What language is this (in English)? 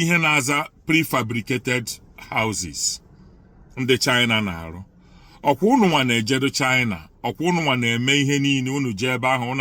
Igbo